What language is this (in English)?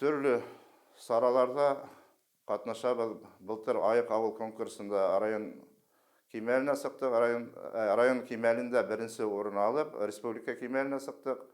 Bashkir